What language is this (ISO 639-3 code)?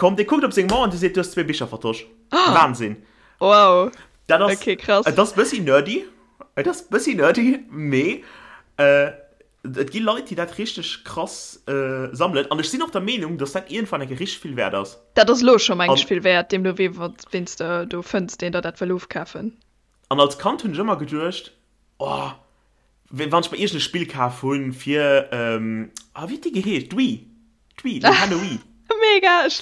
ltz